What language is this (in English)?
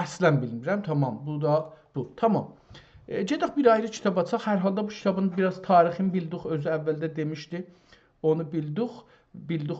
South Azerbaijani